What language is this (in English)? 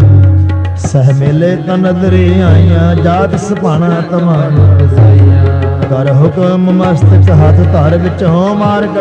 Punjabi